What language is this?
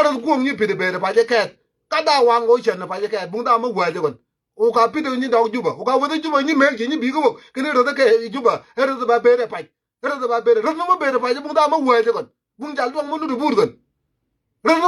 Nuer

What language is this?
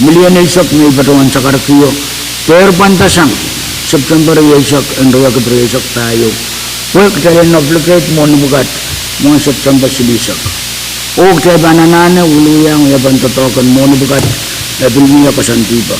Pohnpeian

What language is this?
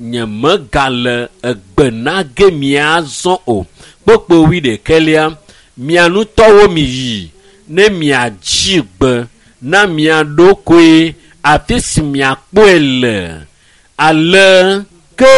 Ewe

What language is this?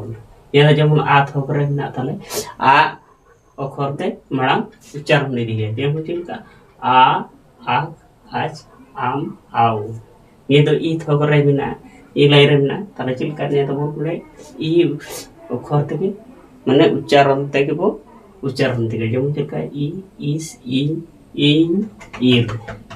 Santali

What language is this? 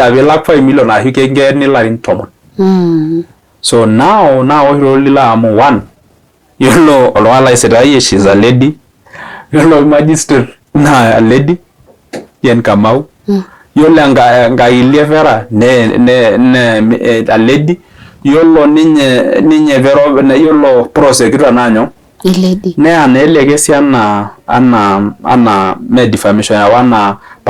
Masai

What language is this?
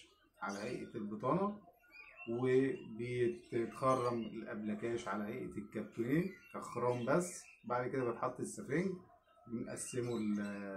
Egyptian Arabic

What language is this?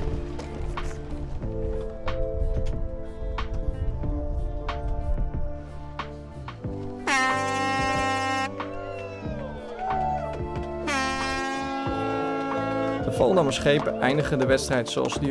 Dutch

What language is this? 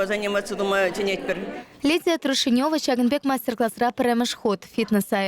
Chuvash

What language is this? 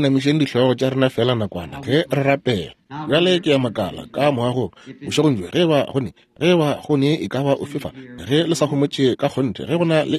Northern Sotho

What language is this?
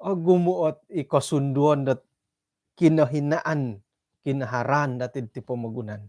Central Dusun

